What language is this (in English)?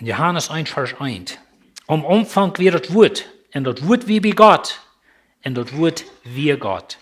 Plautdietsch